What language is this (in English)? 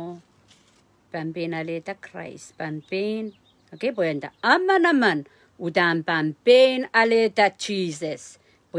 Pohnpeian